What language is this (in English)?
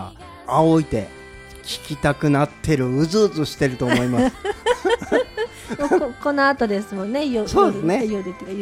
Japanese